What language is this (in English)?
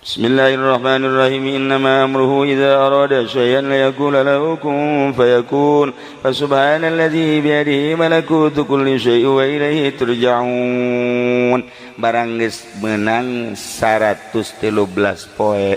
Sundanese